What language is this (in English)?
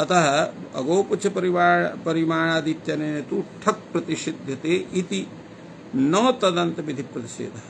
Sanskrit